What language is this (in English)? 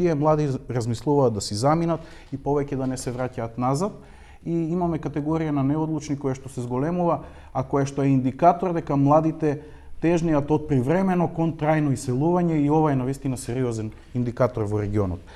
Macedonian